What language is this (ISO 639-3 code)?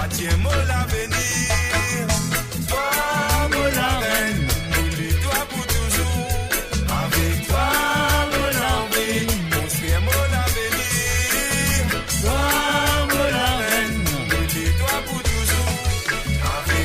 mfe